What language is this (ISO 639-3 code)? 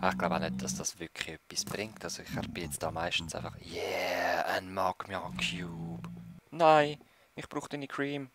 gsw